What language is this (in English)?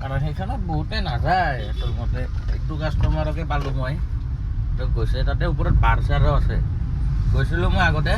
Assamese